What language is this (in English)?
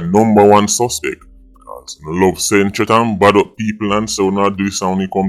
Jamaican Creole English